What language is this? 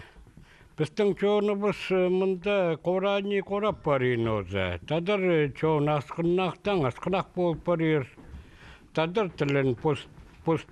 Khakas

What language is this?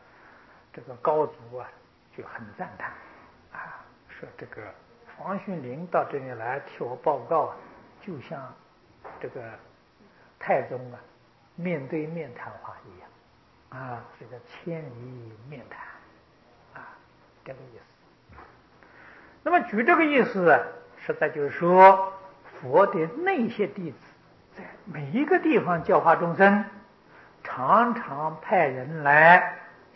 Chinese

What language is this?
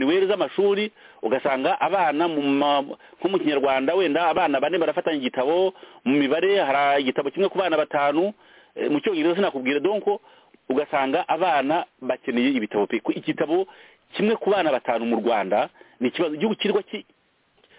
Kinyarwanda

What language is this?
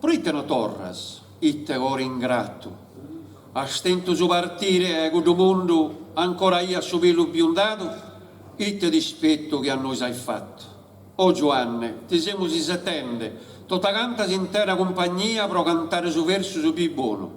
Sardinian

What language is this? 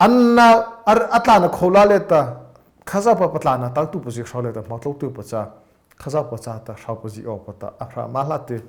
Mara Chin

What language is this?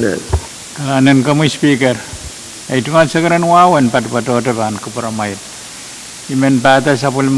Pohnpeian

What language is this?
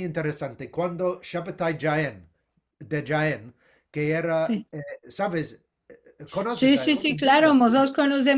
Ladino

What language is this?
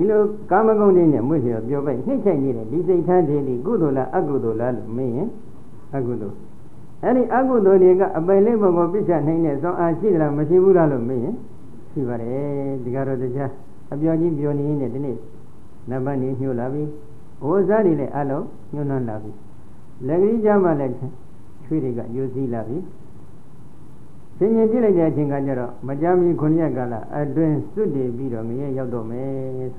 Burmese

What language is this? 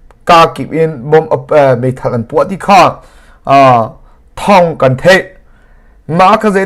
Hakha Chin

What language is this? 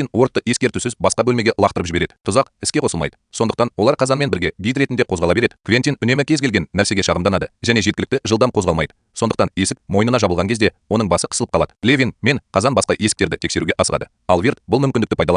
Kazakh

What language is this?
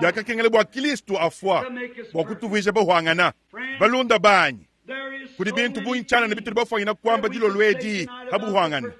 Luba-Lulua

